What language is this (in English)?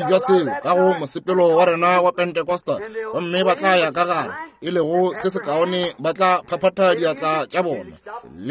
Northern Sotho